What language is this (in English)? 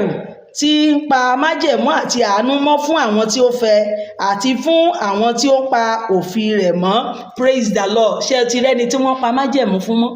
Yoruba